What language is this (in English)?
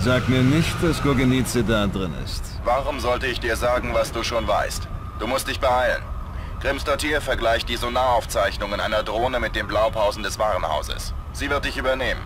Bavarian